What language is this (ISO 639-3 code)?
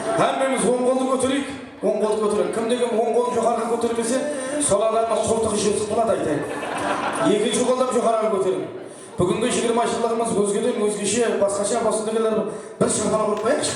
kaa